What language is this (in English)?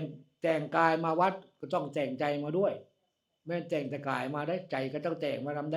Northeastern Thai